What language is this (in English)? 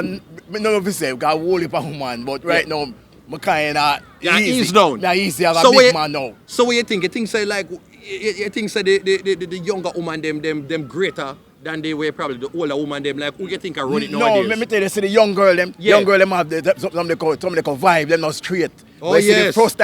Jamaican Creole English